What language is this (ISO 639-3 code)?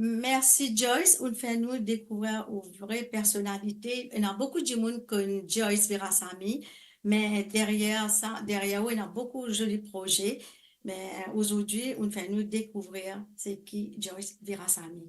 mfe